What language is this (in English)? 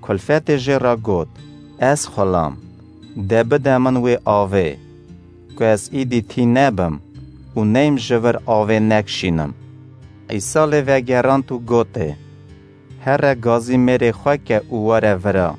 Kurdish